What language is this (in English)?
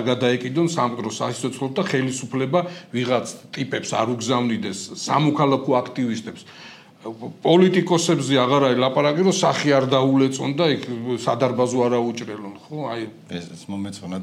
Georgian